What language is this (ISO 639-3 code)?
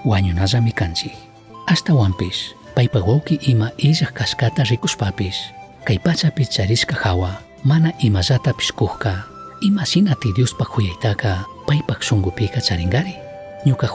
qug